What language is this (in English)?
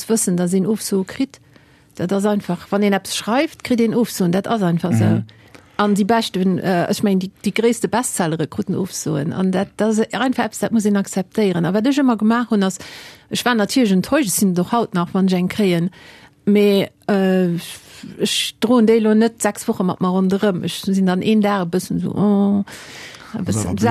Luxembourgish